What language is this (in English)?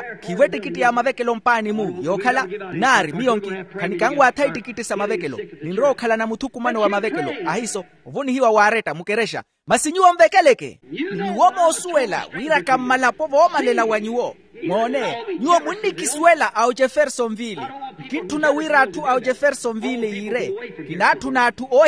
Makhuwa